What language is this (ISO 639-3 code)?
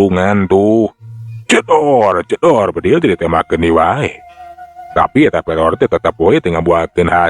sun